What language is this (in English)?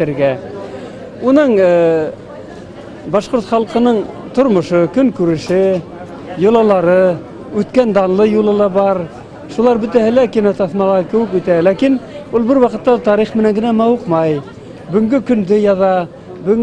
Bashkir